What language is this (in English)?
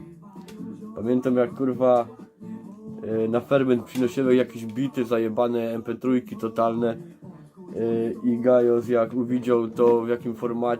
Silesian